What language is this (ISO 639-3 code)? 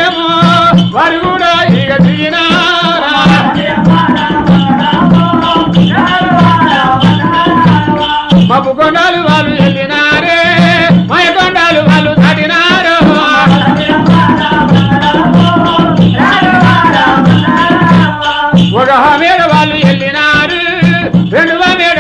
tel